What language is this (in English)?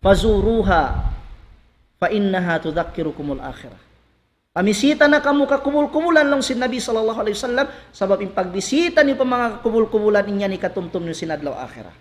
Tausug